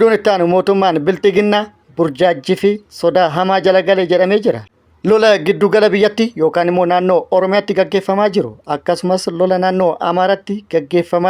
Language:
Oromo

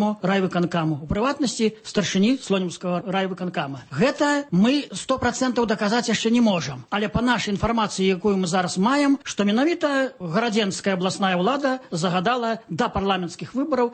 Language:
Belarusian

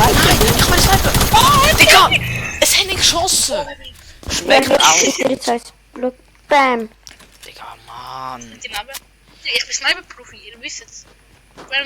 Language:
Swiss German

